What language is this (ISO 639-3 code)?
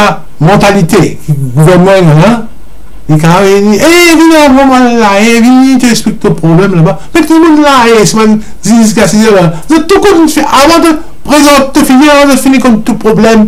mfe